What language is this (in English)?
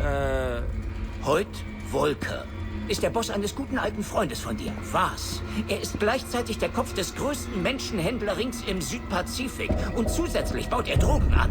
Bavarian